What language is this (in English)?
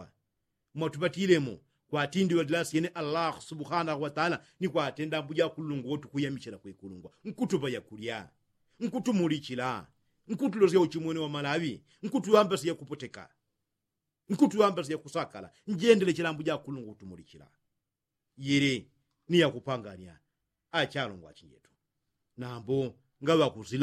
Yao